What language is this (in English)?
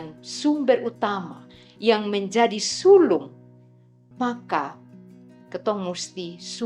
Kupang Malay